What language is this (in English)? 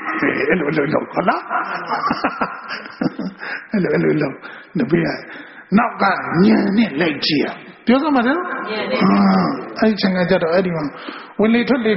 Burmese